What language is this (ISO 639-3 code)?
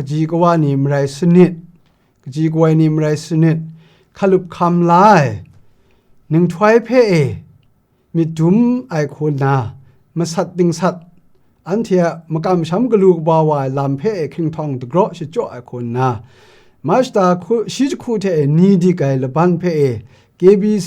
kac